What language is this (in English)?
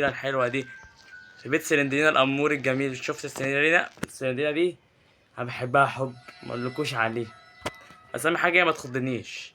Egyptian Arabic